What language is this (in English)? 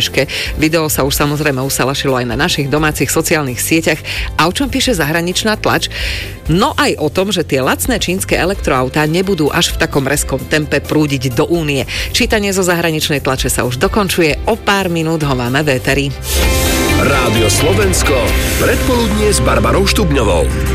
Slovak